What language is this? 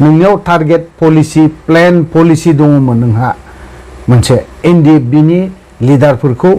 Bodo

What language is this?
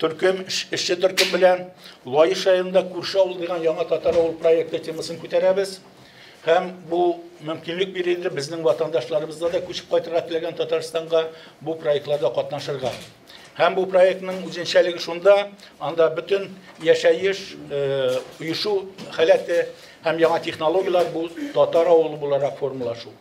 Tatar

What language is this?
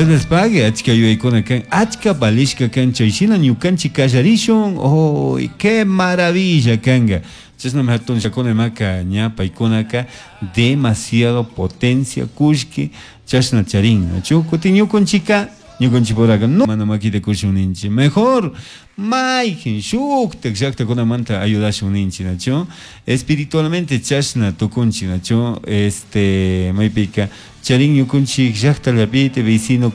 Chimborazo Highland Quichua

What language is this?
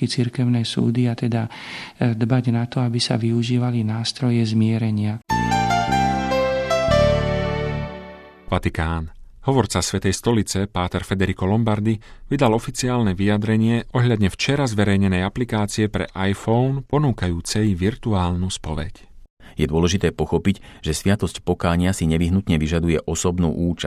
Slovak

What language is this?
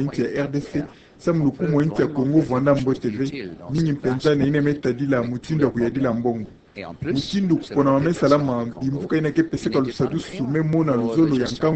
Kituba (Democratic Republic of Congo)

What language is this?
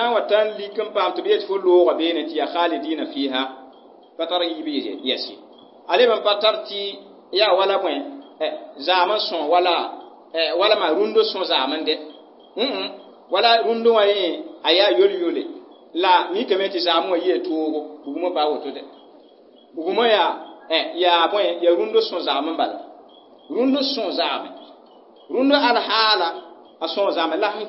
Mossi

